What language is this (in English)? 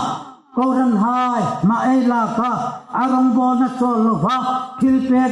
Hmar